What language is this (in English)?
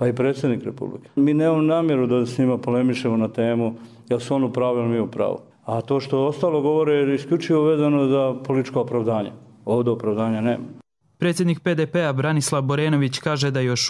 Croatian